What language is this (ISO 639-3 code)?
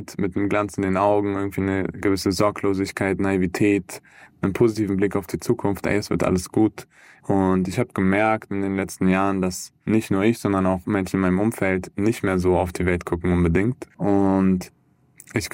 deu